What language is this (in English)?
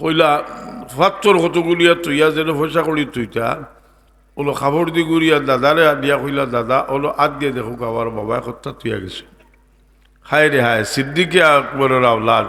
Sylheti